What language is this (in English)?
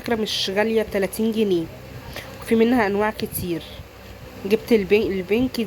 Egyptian Arabic